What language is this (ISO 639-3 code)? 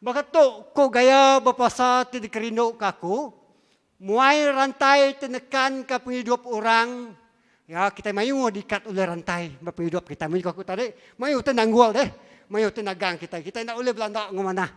iba